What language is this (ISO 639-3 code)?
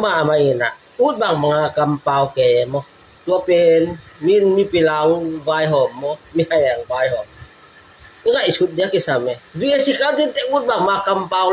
ctd